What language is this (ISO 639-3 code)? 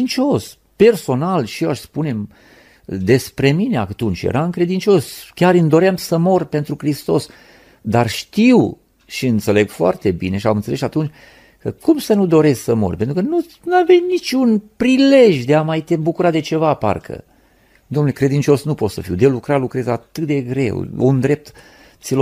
ron